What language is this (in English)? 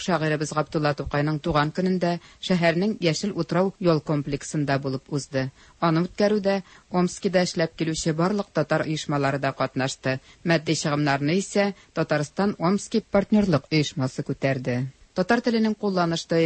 Tatar